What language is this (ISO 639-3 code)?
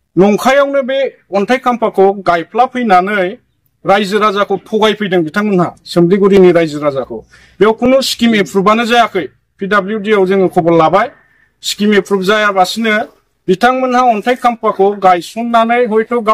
brx